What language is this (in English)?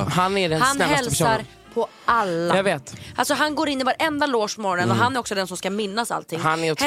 Swedish